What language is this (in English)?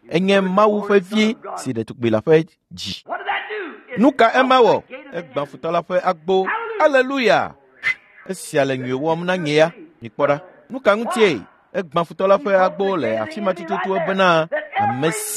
Ewe